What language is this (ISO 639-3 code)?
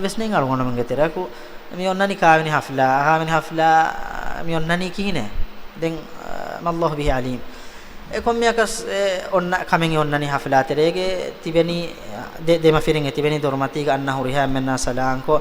div